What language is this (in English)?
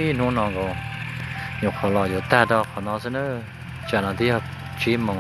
Hmong